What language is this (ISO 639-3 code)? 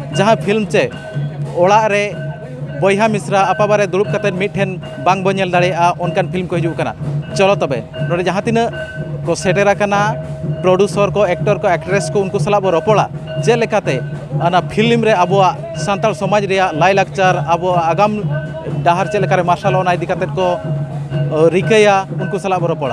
sat